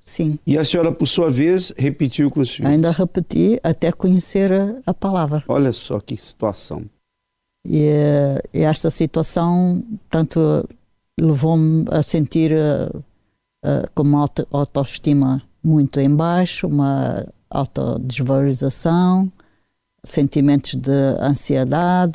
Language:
Portuguese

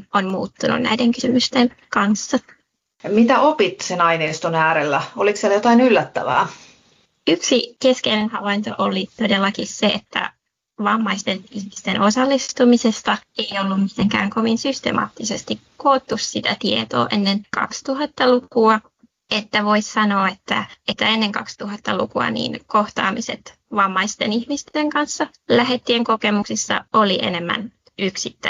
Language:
Finnish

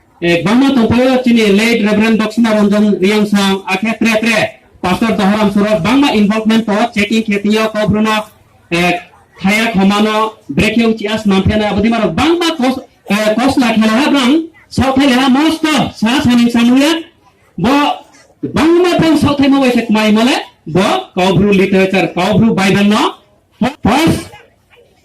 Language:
Riang (India)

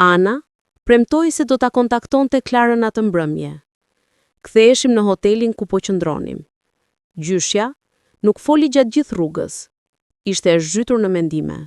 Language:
Albanian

